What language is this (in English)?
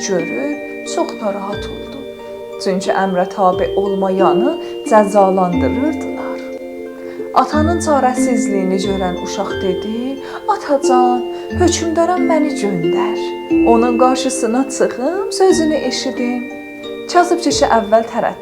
South Azerbaijani